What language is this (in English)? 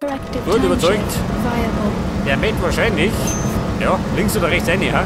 Bavarian